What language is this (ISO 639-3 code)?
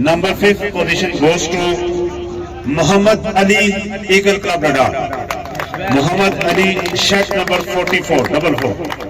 phr